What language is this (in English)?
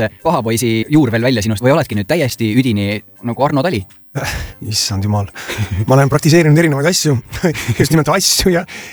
Estonian